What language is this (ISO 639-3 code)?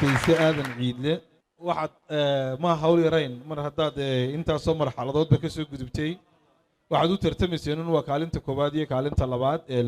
som